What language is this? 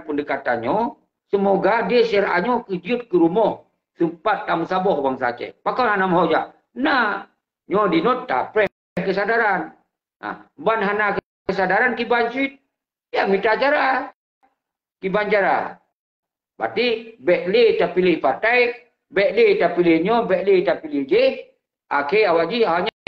Achinese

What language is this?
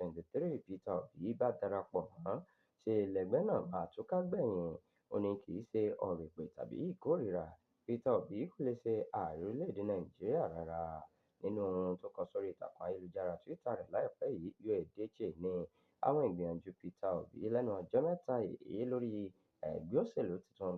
Yoruba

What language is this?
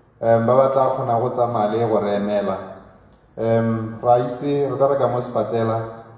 Tswana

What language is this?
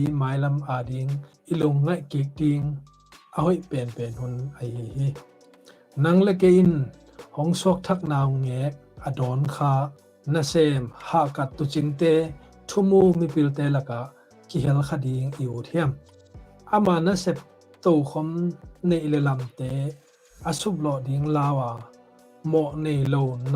Tedim Chin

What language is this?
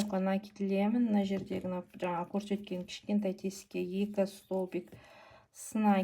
Kazakh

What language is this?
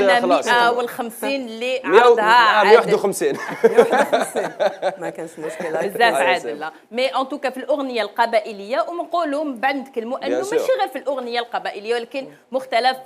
Algerian Arabic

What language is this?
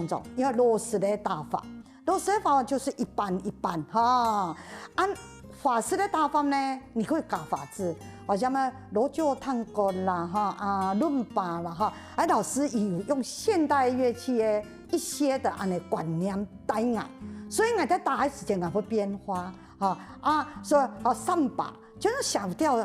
Hakka Chinese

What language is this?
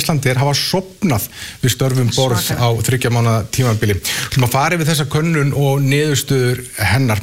Icelandic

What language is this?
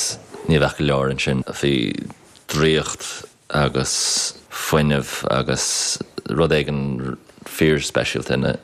Irish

